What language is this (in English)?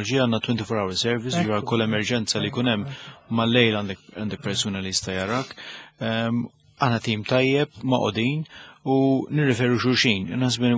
Maltese